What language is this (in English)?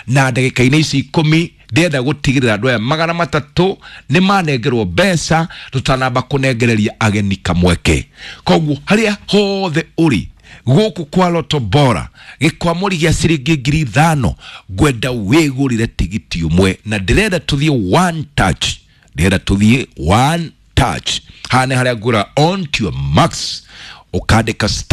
Kikuyu